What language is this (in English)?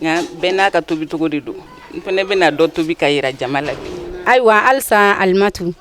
Bambara